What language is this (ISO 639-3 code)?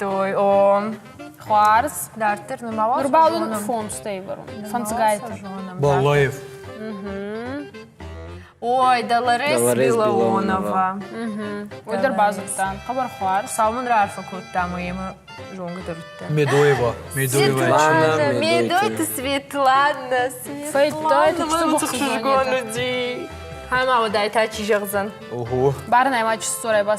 oss